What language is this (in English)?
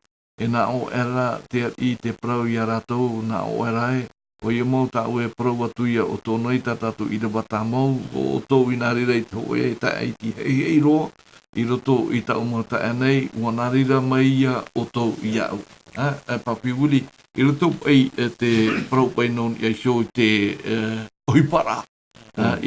Tahitian